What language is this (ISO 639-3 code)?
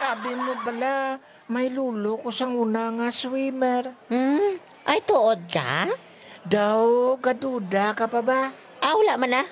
hil